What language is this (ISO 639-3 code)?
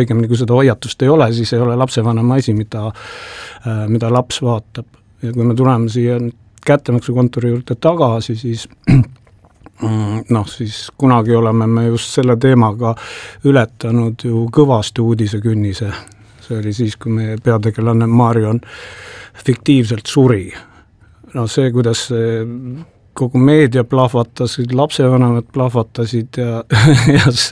est